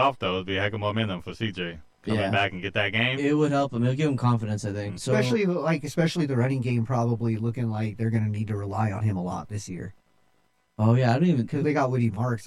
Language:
English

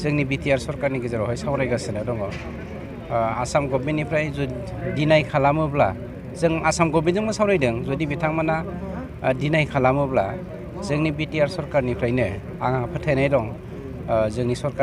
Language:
Bodo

